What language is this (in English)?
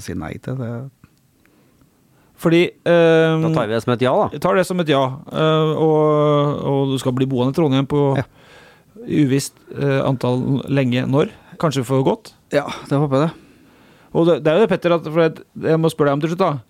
Norwegian